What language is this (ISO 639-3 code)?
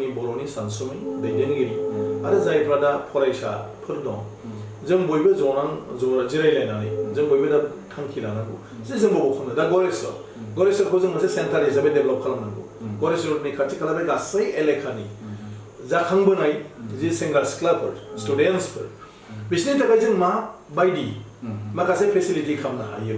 brx